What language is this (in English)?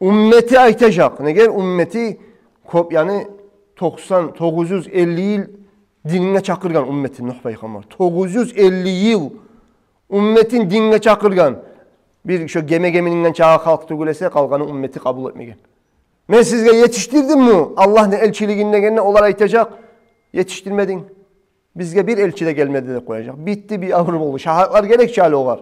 Kumyk